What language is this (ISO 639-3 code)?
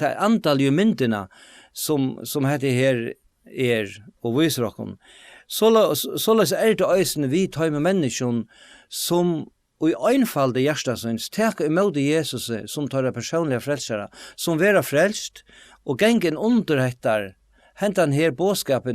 fao